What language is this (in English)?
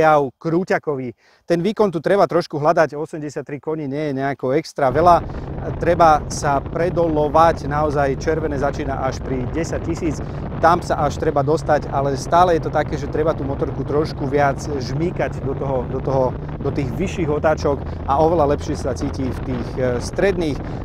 Slovak